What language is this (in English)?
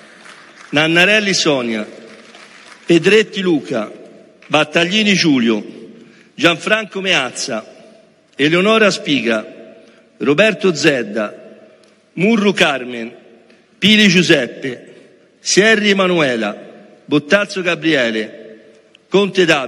Italian